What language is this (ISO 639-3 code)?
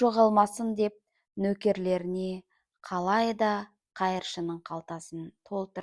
kaz